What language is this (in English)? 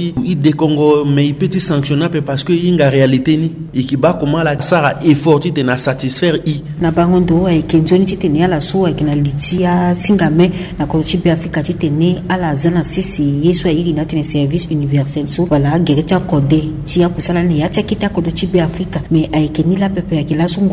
Sango